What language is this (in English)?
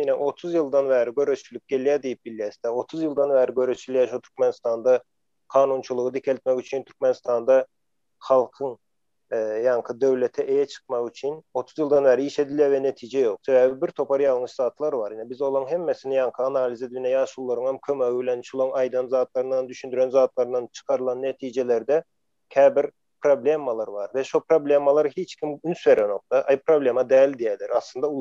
Turkmen